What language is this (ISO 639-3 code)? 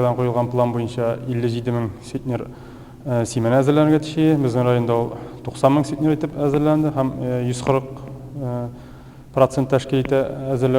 tat